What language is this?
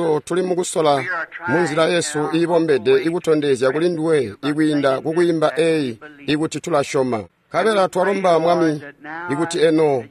Tonga (Zambia)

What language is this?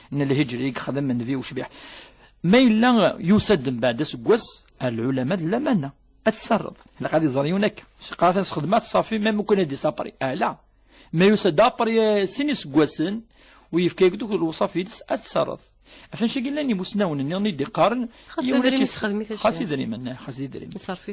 Kabyle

